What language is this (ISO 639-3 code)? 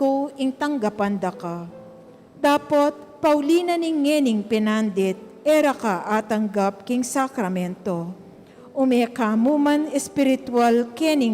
pam